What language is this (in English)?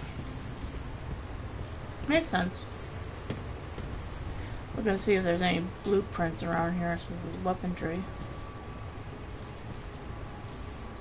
English